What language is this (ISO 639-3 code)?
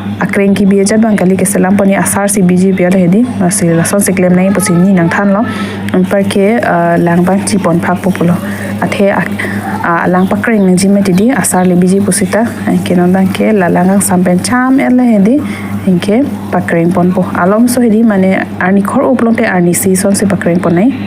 mjw